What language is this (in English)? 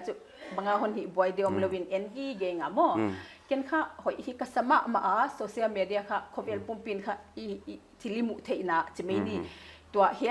Paite Chin